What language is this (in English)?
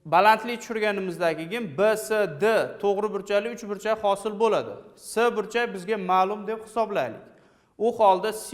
Uzbek